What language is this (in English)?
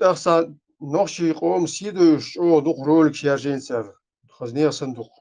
Chechen